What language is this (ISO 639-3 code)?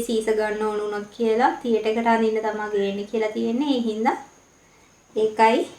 sin